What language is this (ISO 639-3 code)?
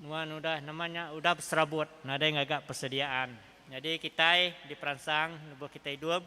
iba